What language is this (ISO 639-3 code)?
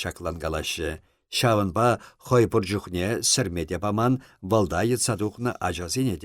chv